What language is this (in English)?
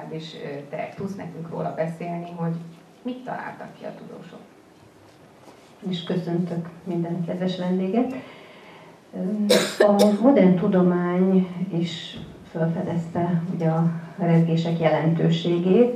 Hungarian